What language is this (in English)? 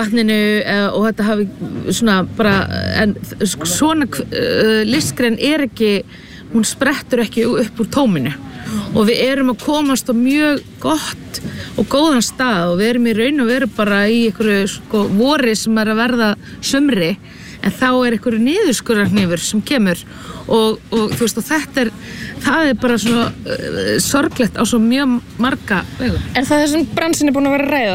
Icelandic